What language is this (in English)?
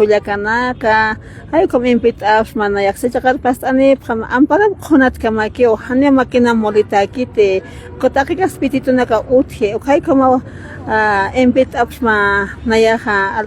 Aymara